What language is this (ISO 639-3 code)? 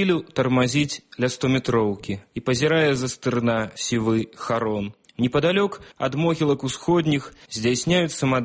bel